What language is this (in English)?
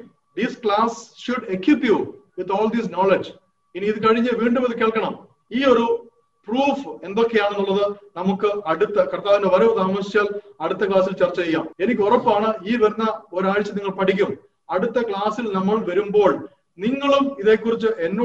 Malayalam